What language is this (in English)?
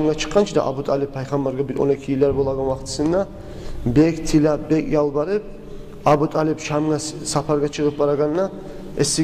Kumyk